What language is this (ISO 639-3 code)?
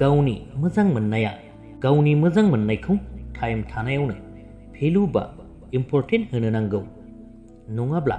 brx